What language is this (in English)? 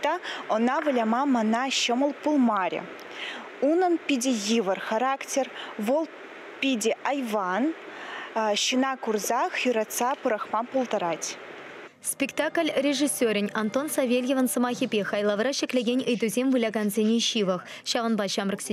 Chuvash